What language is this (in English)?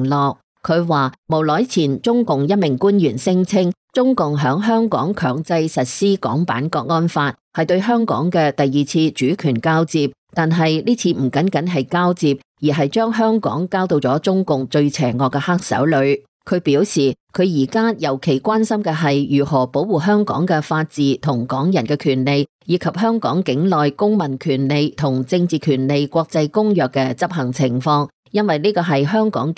Cantonese